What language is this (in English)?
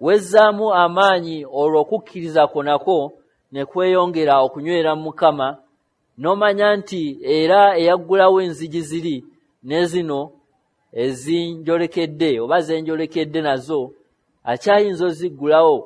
Ganda